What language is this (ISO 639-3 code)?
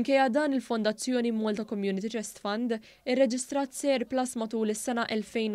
mlt